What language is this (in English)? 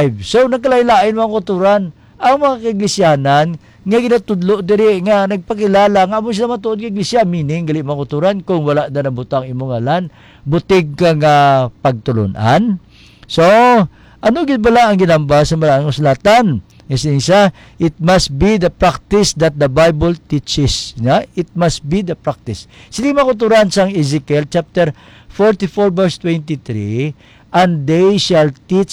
Hiligaynon